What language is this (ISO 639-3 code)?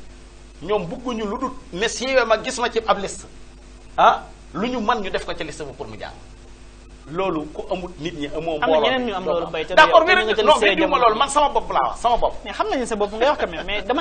wol